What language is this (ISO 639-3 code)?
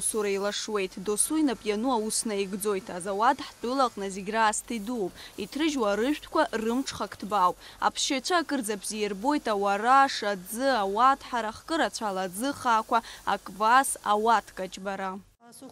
abk